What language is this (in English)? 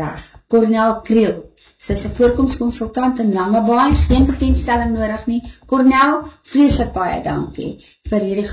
Afrikaans